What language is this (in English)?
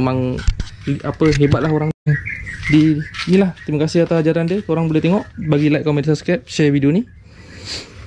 Malay